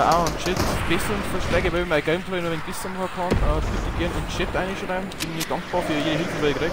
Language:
Bavarian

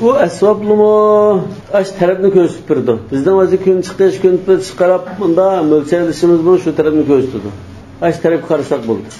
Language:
Uyghur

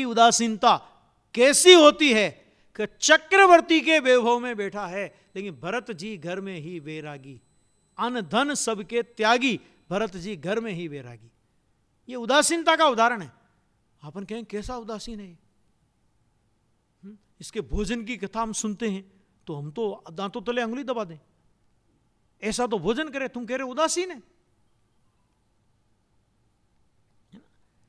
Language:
Hindi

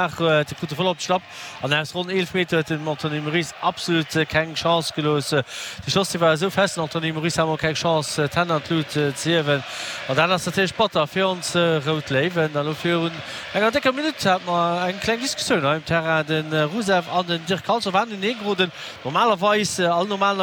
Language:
Luxembourgish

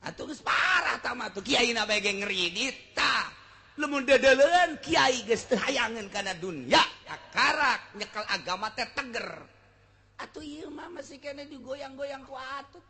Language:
Sundanese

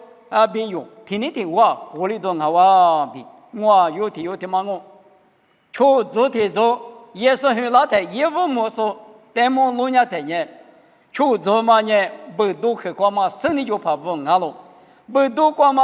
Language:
Lisu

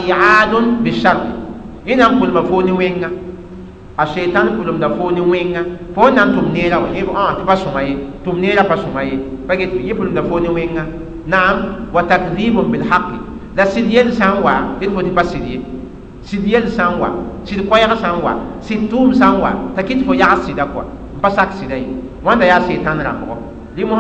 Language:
Mossi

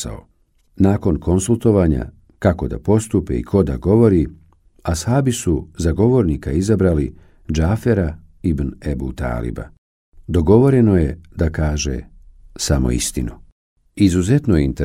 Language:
Bosnian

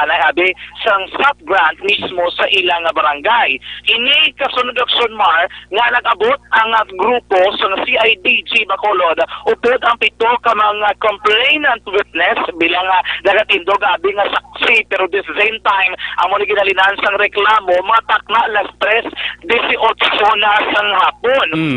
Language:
Hiligaynon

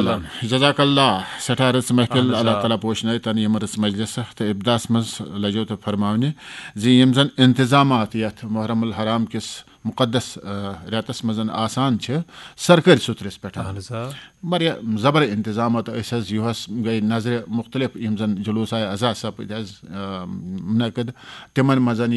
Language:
Kashmiri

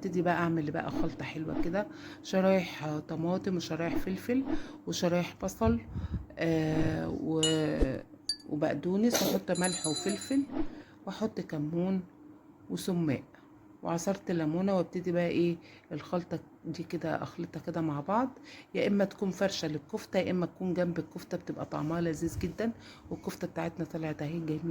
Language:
Egyptian Arabic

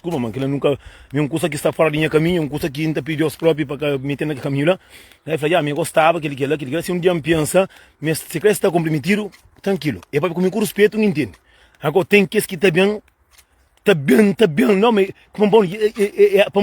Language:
Kabuverdianu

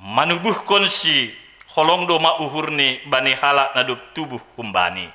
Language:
Batak Simalungun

